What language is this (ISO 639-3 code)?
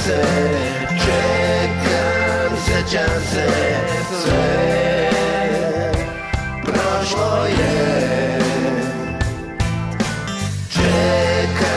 srp